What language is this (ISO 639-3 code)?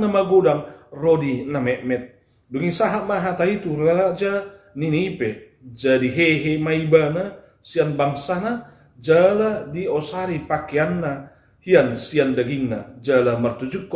bbc